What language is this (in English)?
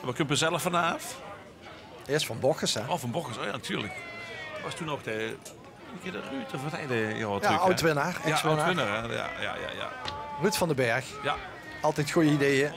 Limburgish